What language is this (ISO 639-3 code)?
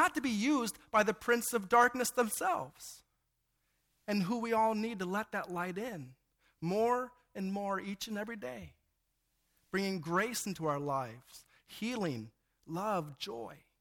eng